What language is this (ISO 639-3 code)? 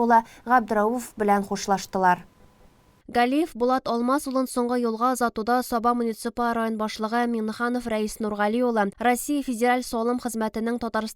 tat